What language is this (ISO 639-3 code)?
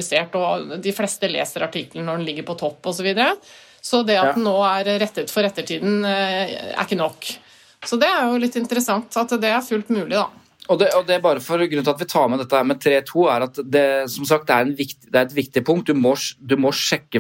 nor